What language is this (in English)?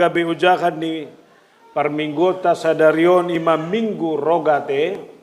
Batak Toba